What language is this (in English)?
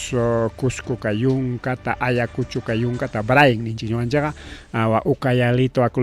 Ayacucho Quechua